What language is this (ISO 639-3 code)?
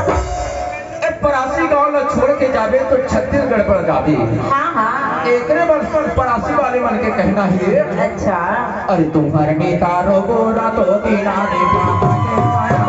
hne